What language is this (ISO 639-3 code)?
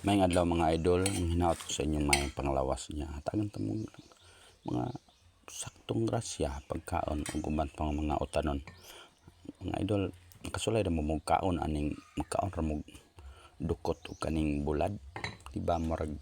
ceb